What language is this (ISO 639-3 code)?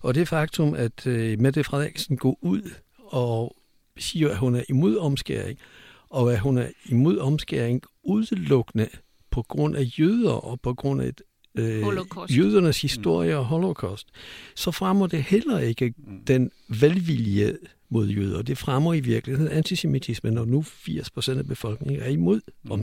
dan